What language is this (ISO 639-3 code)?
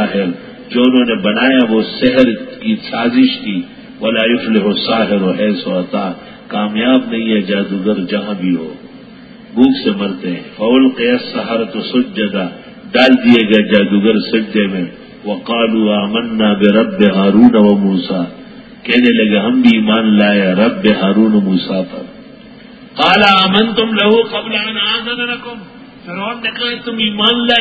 urd